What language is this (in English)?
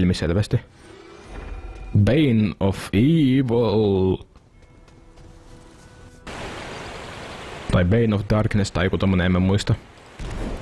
Finnish